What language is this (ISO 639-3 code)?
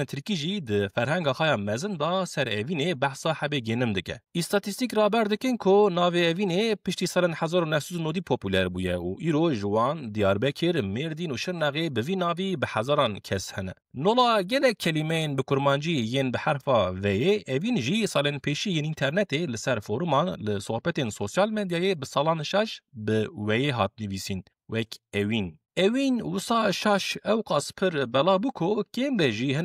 kur